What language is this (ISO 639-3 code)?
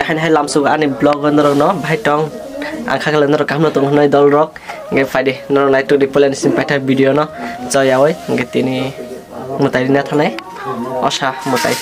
trp